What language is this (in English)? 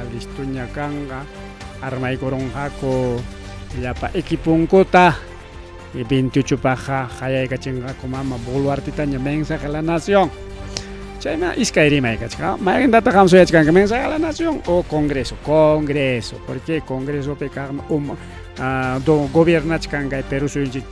Ayacucho Quechua